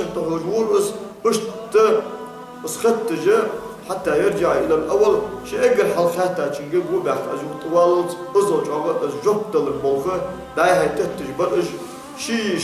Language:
Ingush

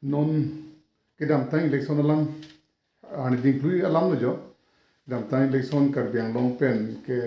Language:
Karbi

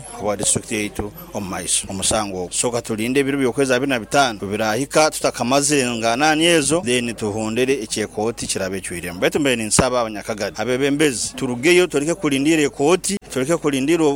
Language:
Nyoro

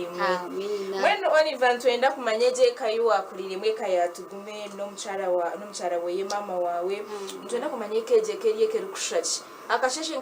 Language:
Nyankole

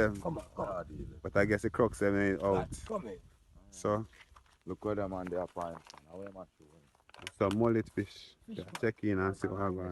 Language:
Jamaican Creole English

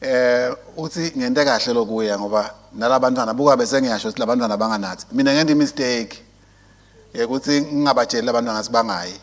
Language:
Swati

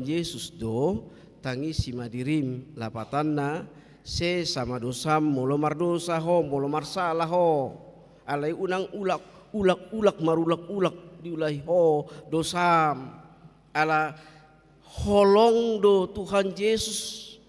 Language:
Batak Toba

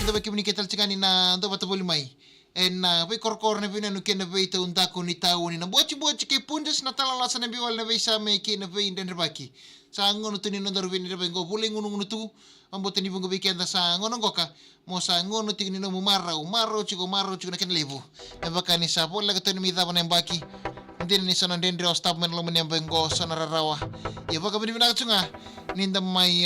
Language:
Fijian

